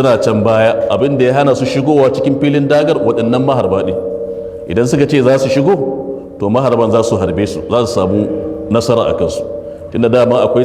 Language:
Hausa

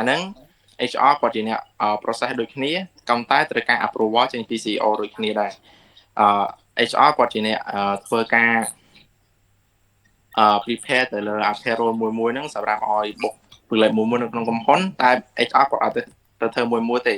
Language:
Khmer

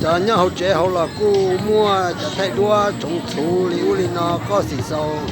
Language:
Hmong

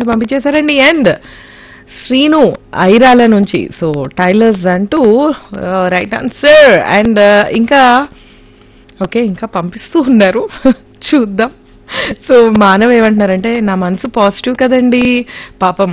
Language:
Telugu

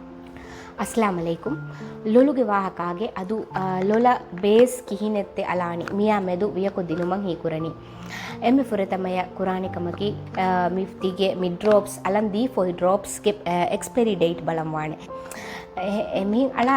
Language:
Divehi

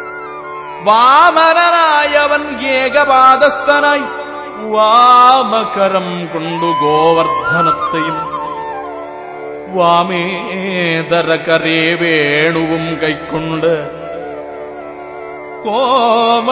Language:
Malayalam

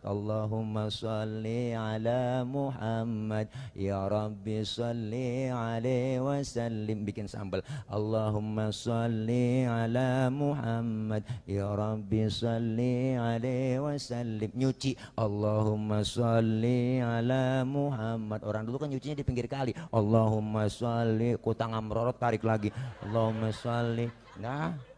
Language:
Betawi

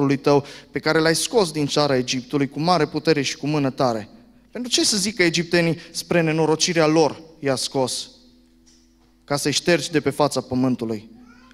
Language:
Romanian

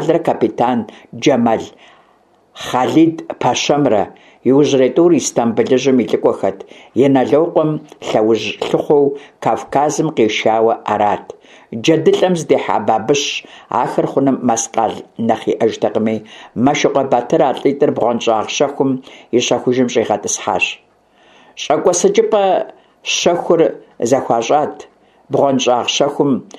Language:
Kabardian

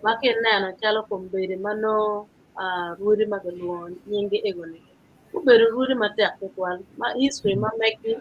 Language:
Acoli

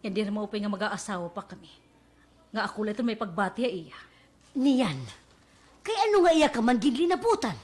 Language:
Waray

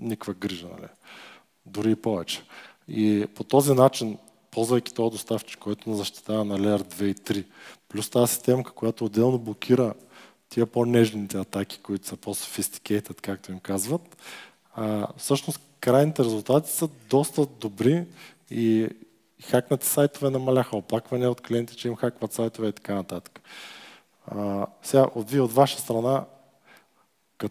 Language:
Bulgarian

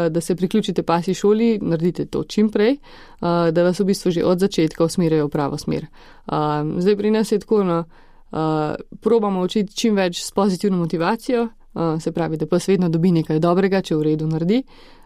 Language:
Slovenian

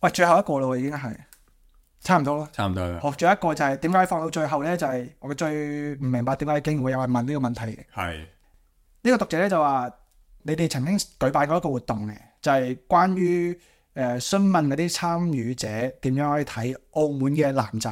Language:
Cantonese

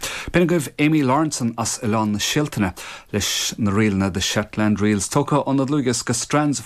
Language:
Irish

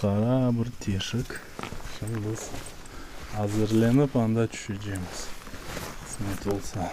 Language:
Crimean Tatar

